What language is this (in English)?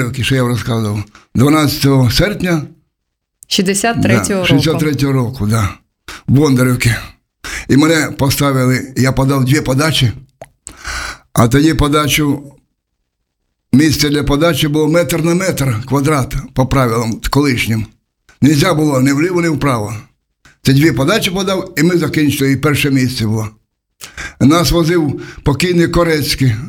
Ukrainian